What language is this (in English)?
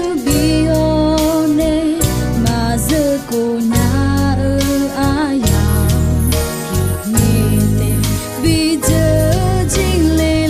Akha